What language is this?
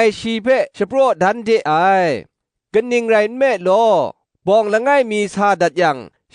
Kachin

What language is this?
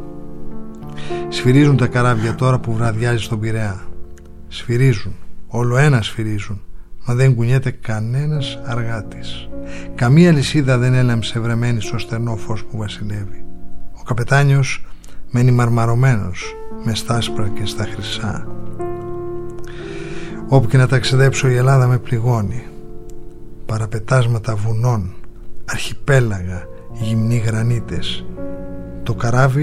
Greek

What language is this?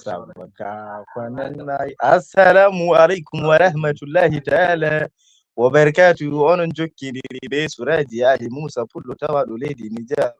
Nigerian Fulfulde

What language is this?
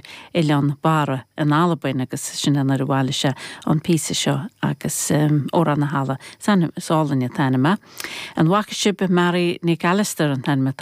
Irish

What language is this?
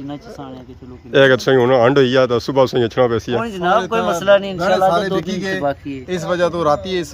Pahari-Potwari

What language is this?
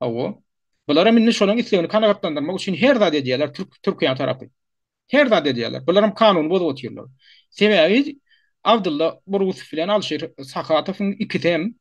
Turkmen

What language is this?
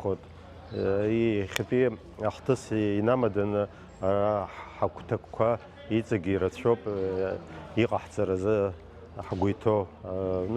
Abkhazian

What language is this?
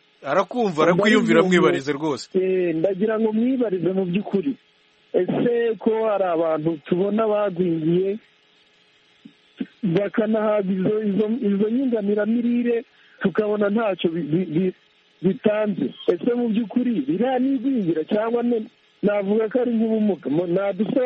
Kinyarwanda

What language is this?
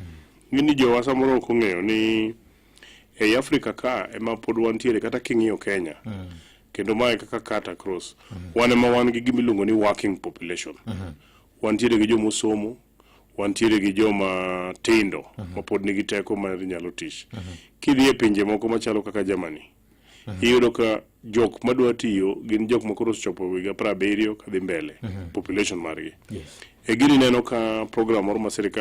Luo (Kenya and Tanzania)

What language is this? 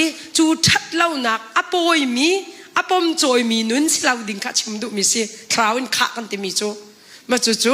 Hakha Chin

